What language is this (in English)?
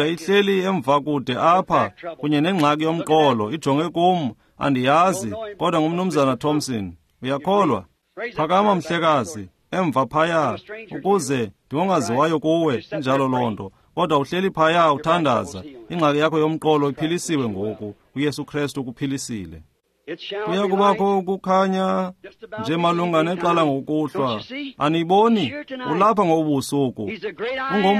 Xhosa